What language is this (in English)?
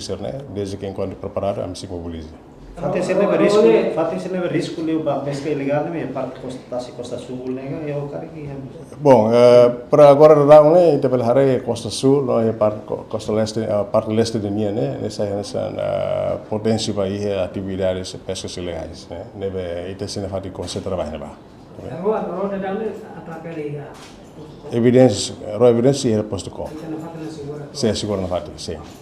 Tetum